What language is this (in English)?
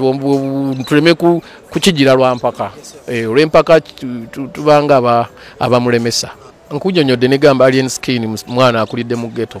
Ganda